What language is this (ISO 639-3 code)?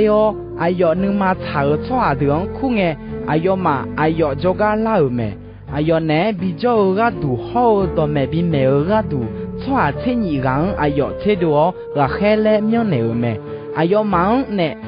ahk